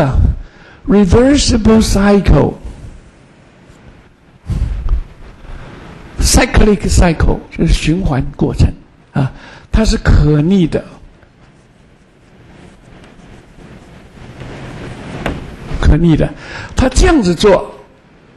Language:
Chinese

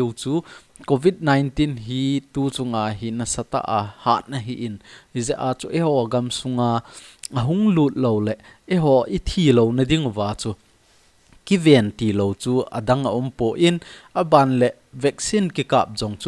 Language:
Thado Chin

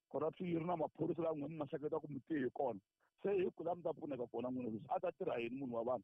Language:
Tsonga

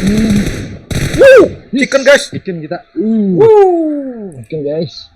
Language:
Banjar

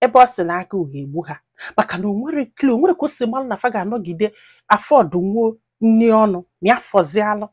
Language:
Igbo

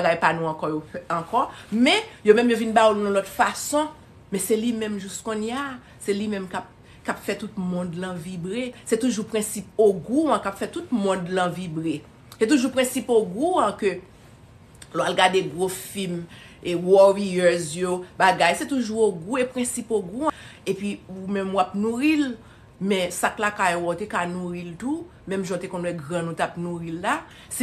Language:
Haitian Creole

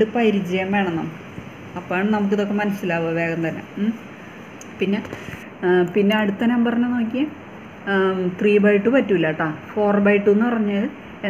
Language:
Malayalam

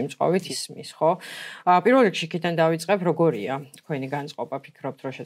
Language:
Georgian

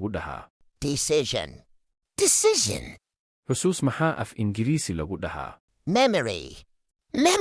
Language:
Somali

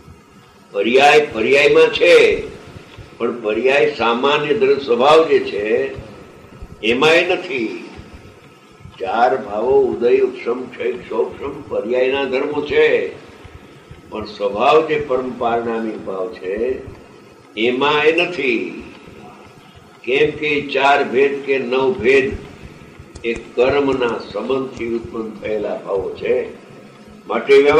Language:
Gujarati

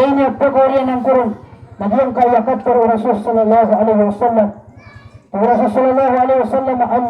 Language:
Maranao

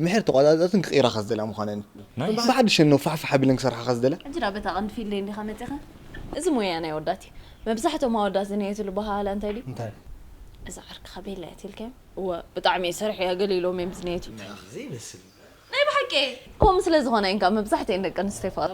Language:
Tigrinya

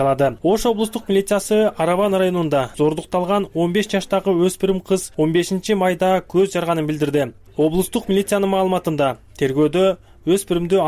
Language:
Kyrgyz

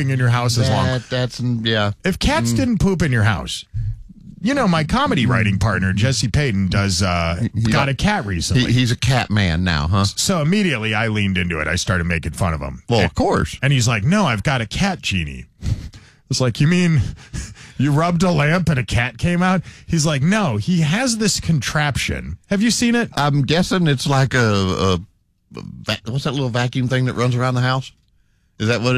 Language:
English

